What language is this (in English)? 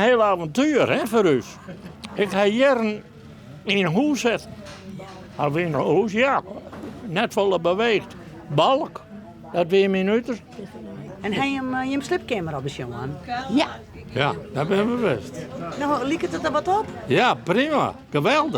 Western Frisian